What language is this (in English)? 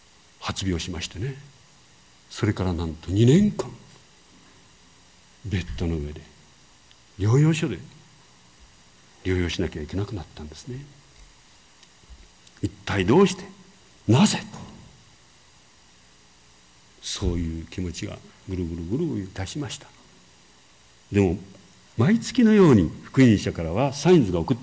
Japanese